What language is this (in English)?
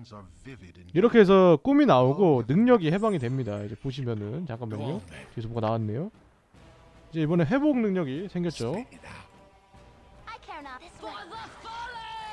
Korean